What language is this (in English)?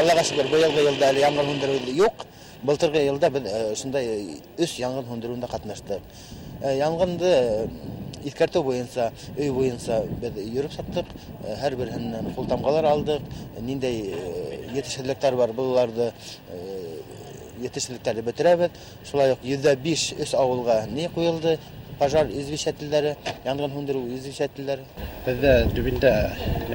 Bashkir